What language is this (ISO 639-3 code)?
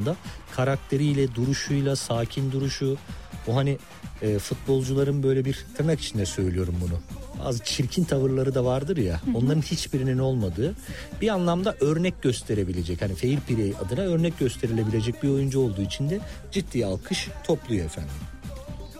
tur